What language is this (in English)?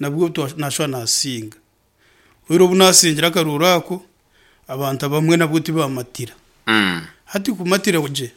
Nyankole